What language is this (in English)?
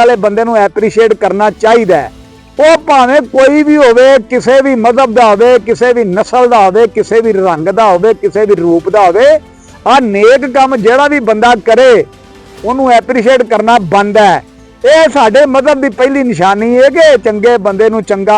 Western Panjabi